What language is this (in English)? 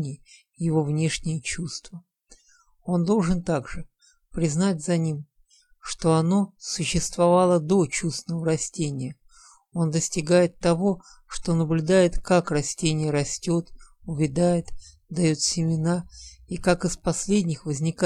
Russian